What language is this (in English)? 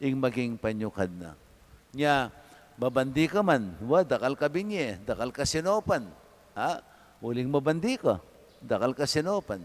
Pampanga